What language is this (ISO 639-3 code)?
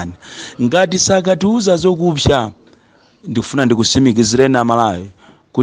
nya